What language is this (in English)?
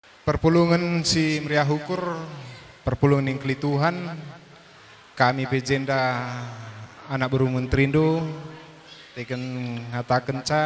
Batak Karo